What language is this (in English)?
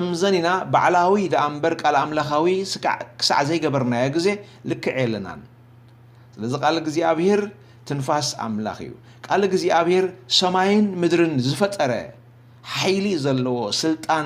Tigrinya